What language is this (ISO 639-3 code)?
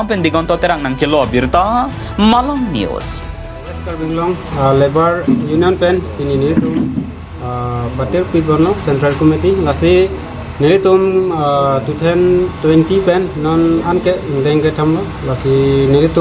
mjw